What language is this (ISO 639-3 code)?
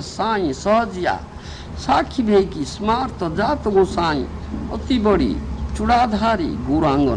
ori